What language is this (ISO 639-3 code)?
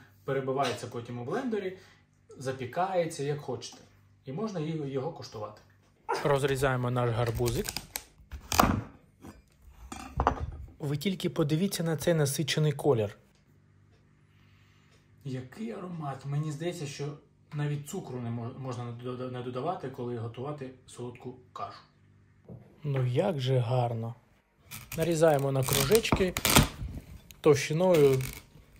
ukr